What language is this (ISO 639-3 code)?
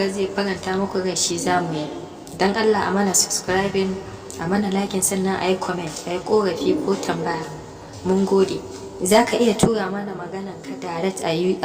hau